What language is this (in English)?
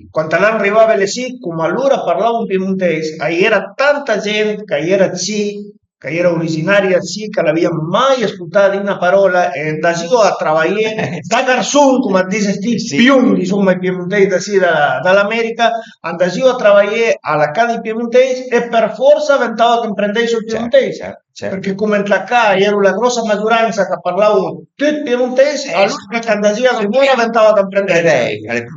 Piedmontese